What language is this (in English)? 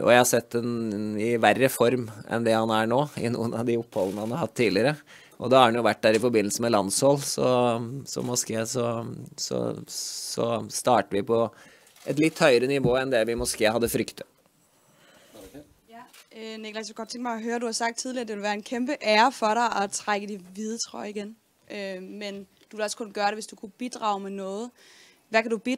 Danish